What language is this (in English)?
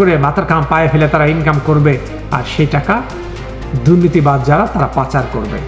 Bangla